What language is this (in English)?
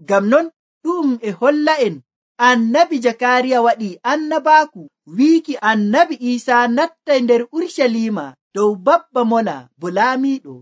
Nigerian Fulfulde